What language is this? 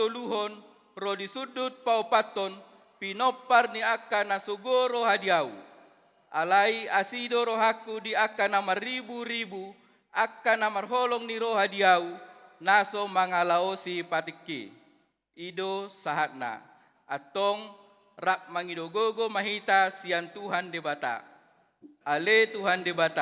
Batak Toba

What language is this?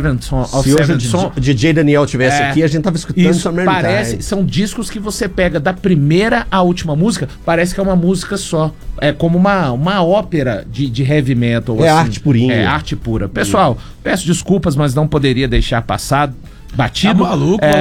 Portuguese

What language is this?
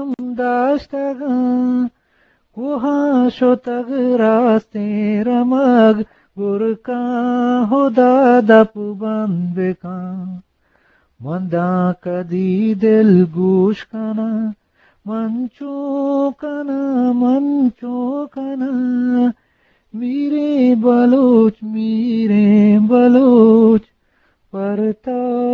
Eastern Balochi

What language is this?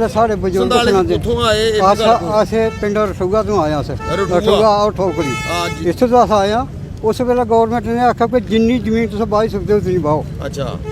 Dogri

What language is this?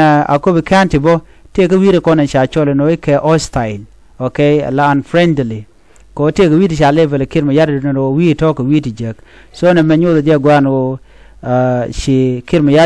Nuer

